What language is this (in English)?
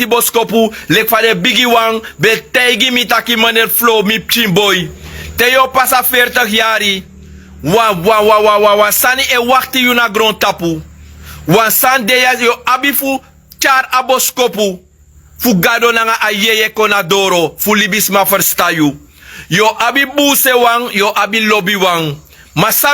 Sranan Tongo